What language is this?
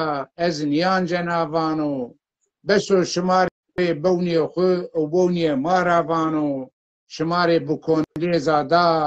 Zaza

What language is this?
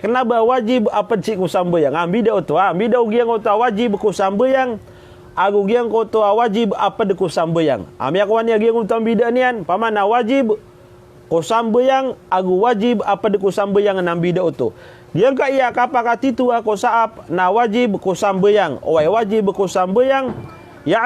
Maranao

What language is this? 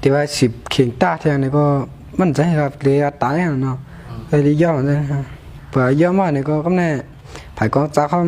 Shan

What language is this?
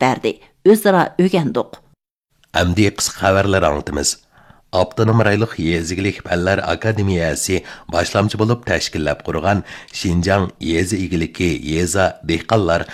Uyghur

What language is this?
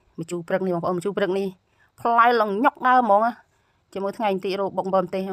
Khmer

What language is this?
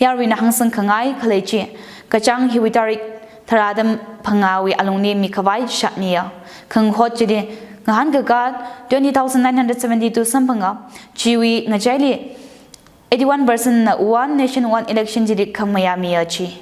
Tangkhul Naga (India)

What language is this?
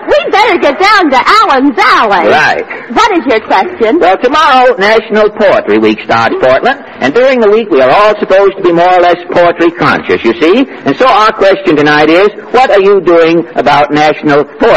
English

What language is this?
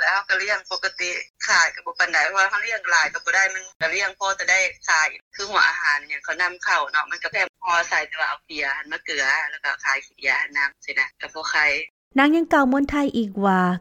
Lao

